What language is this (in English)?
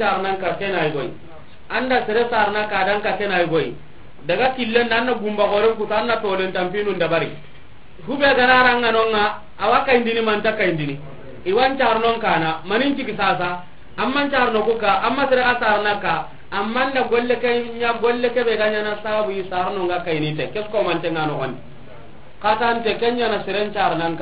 Soninke